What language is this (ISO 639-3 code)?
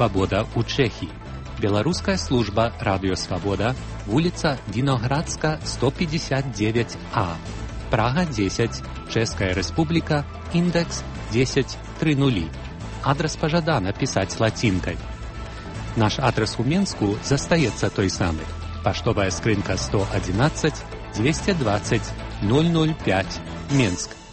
bel